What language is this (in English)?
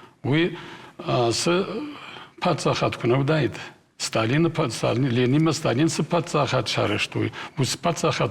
Ossetic